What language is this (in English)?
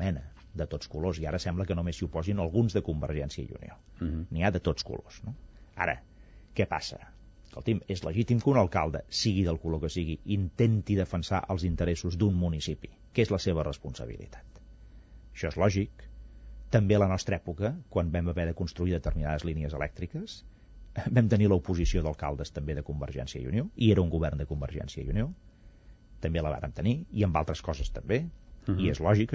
Catalan